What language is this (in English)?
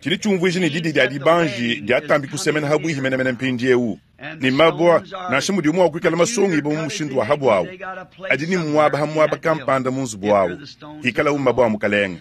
Luba-Lulua